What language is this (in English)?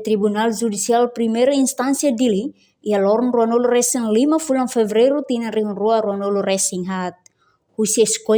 Tetum